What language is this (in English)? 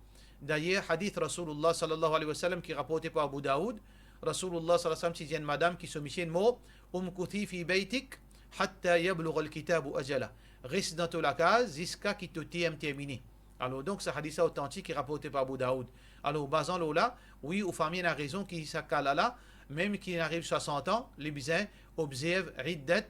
Morisyen